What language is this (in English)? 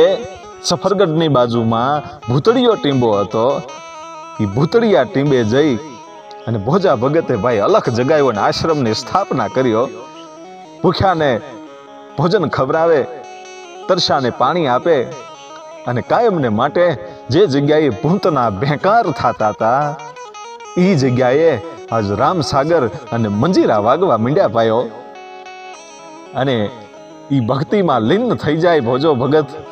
Gujarati